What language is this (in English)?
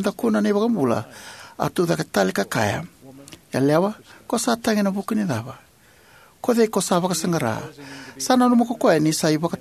Fijian